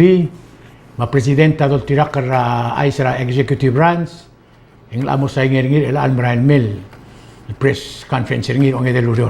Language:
Palauan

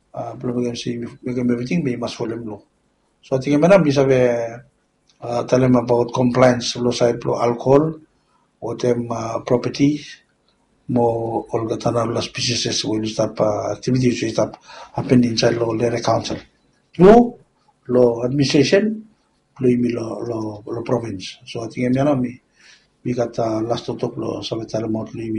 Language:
Bislama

